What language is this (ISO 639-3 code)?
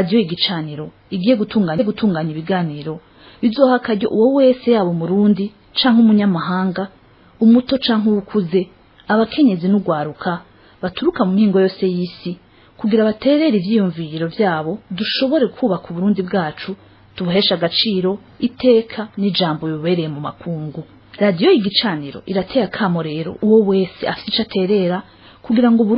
run